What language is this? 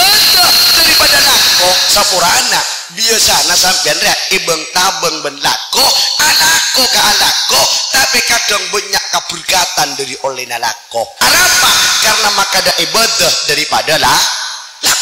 Madurese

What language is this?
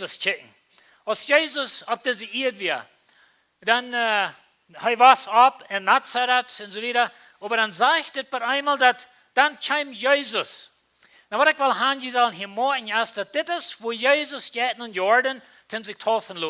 Plautdietsch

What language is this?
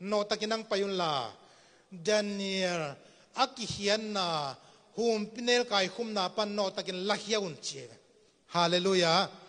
Tedim Chin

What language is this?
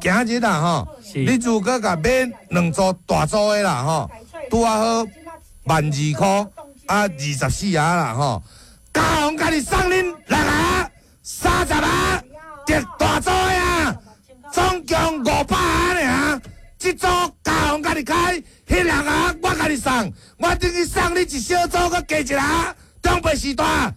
Min Nan Chinese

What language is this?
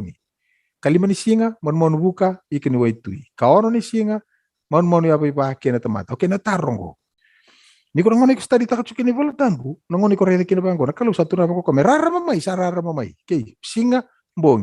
Fijian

